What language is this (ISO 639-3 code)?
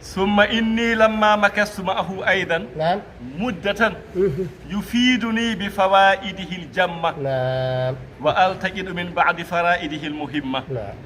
ful